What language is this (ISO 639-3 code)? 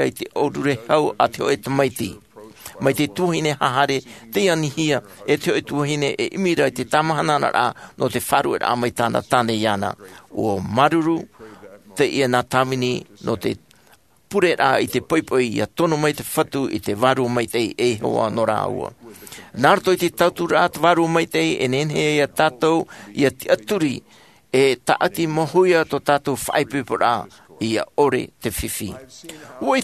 tah